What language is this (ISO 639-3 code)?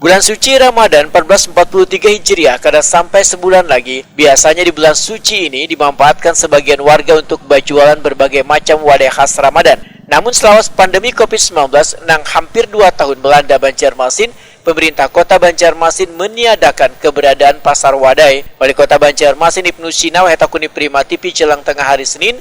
bjn